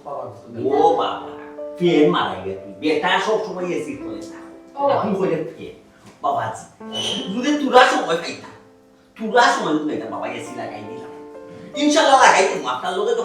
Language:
Sylheti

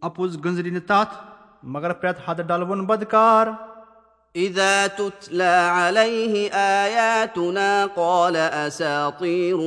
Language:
Kashmiri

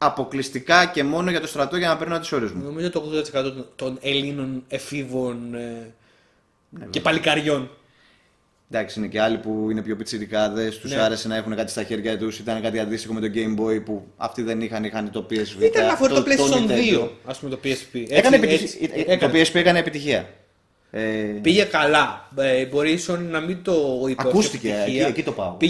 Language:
Greek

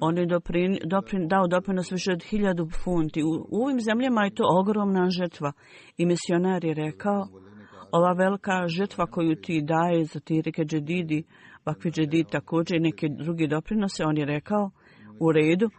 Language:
Bosnian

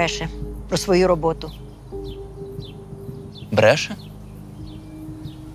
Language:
Ukrainian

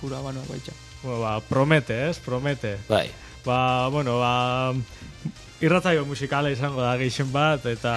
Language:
Basque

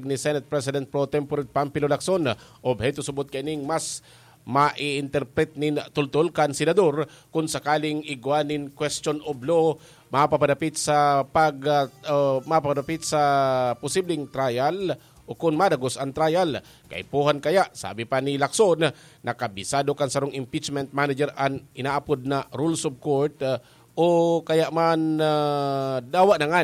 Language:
Bikol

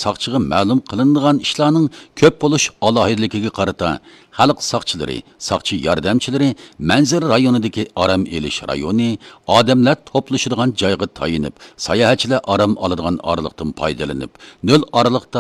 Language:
Uyghur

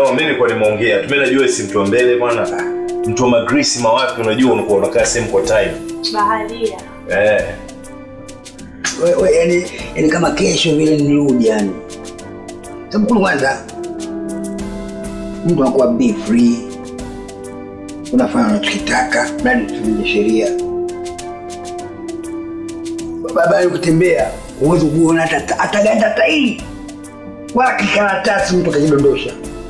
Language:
Swahili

